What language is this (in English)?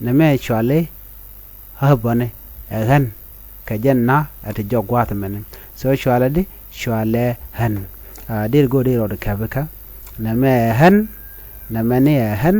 Nuer